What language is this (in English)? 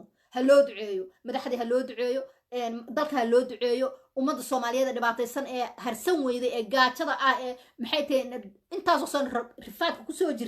Somali